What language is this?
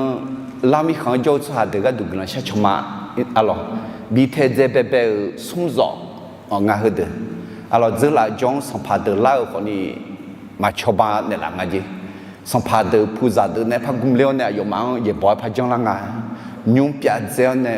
Akha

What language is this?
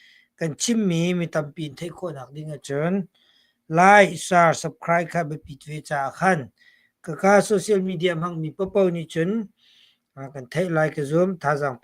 Hakha Chin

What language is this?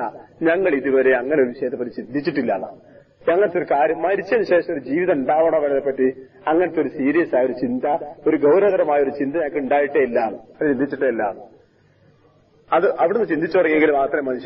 Malayalam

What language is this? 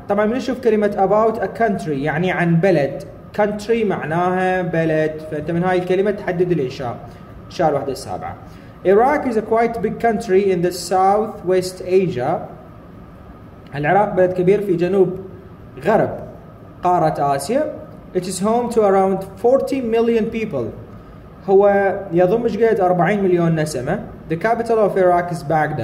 Arabic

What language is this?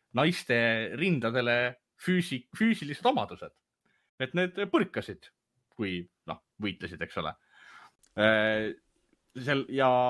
Estonian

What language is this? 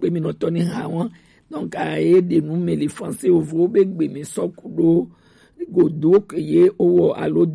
Gen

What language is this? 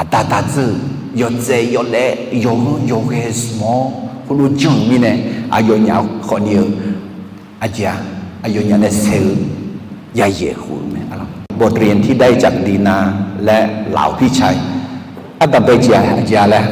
Akha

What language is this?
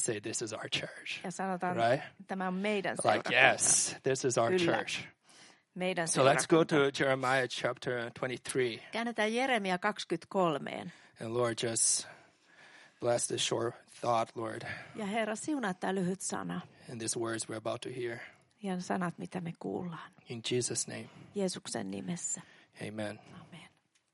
Finnish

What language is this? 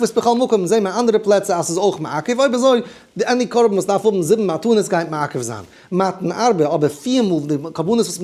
Yiddish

